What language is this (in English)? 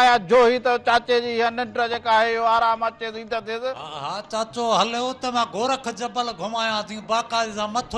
Sindhi